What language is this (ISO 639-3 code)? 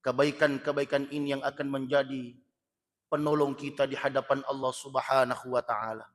bug